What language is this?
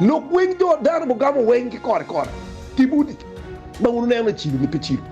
Acoli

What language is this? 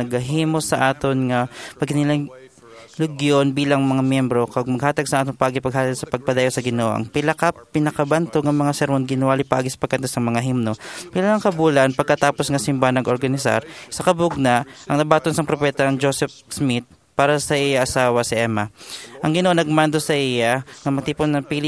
Hiligaynon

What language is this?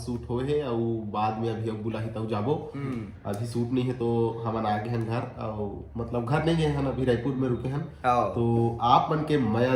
Chhattisgarhi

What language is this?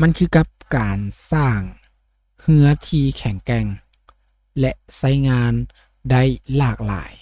Lao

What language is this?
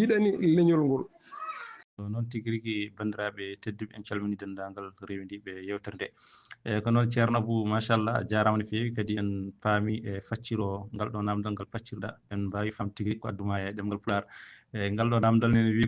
Fula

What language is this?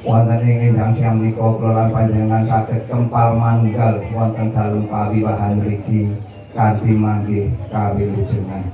Javanese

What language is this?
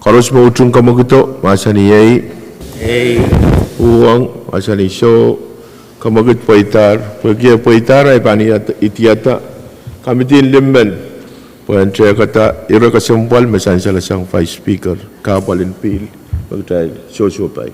Pohnpeian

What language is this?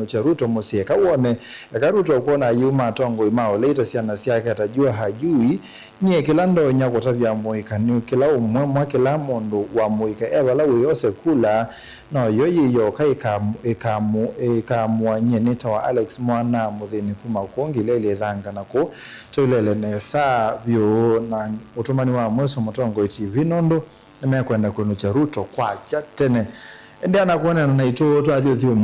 Kamba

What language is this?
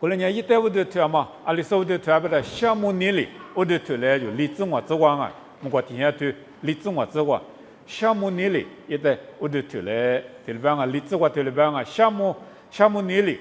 Lisu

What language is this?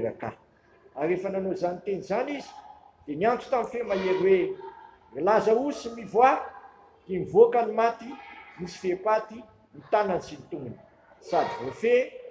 Malagasy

